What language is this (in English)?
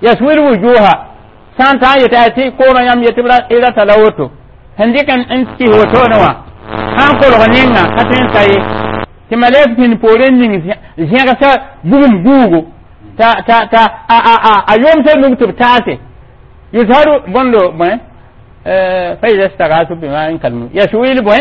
Mossi